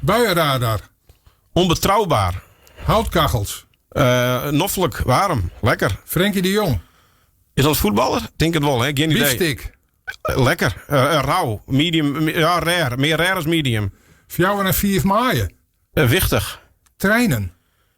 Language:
Western Frisian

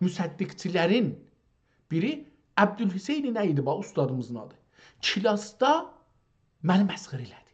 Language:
South Azerbaijani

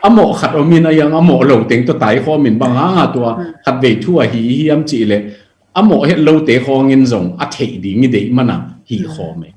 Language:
Tedim Chin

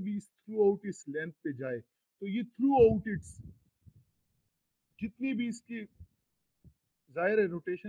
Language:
Hindi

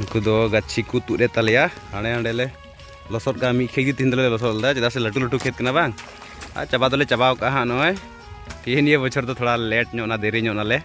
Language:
Santali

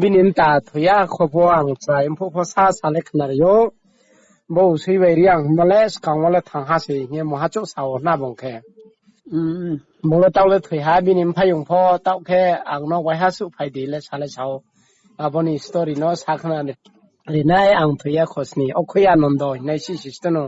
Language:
Riang (India)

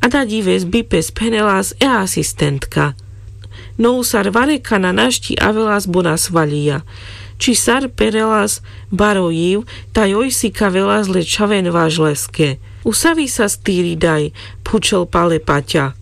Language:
Carpathian Romani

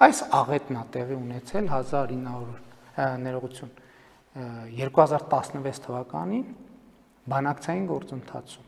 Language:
Armenian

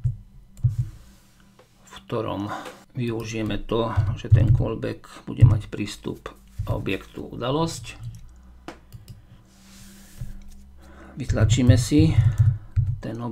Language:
Slovak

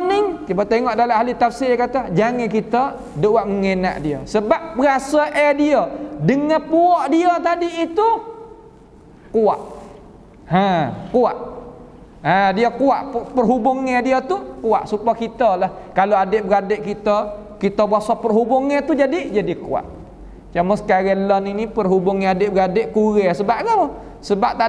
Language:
Malay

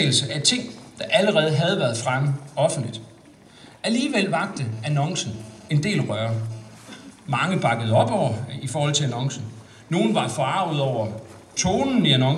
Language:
Danish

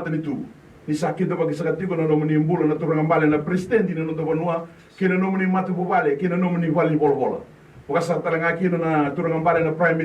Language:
Fijian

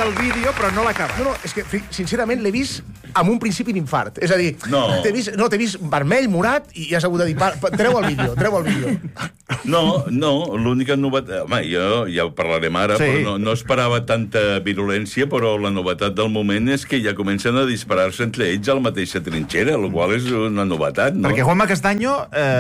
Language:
Catalan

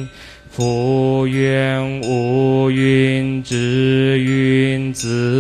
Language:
Chinese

